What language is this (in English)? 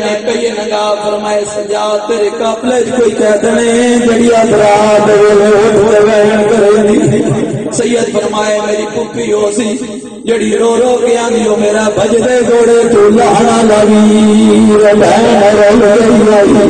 Western Panjabi